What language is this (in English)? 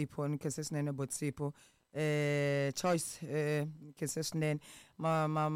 Tsonga